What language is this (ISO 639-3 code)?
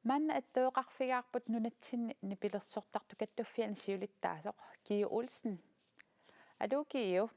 kal